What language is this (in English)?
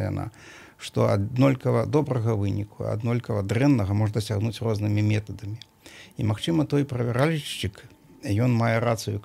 Belarusian